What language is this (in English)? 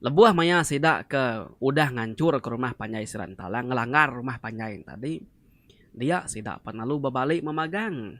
Iban